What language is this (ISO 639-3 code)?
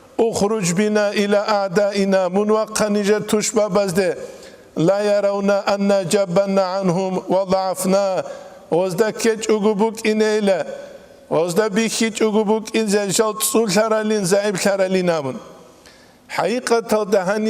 ava